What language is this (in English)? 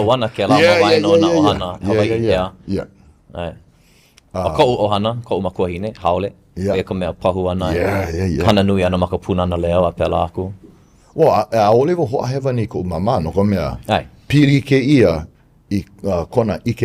Hawaiian